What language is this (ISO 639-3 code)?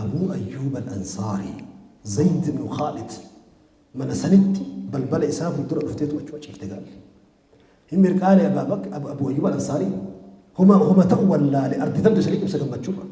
orm